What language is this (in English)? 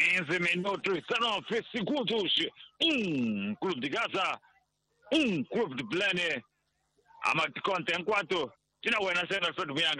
Tsonga